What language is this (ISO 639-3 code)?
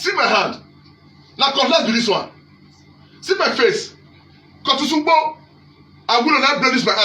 pcm